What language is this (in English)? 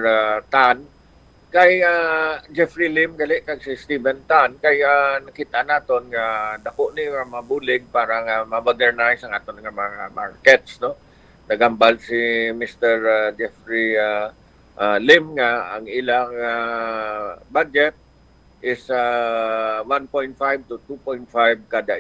Hiligaynon